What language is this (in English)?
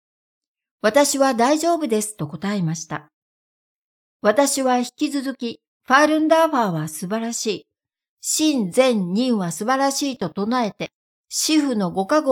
Japanese